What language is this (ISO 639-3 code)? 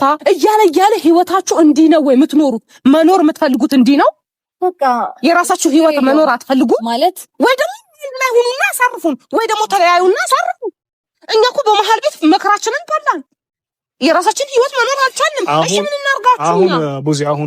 amh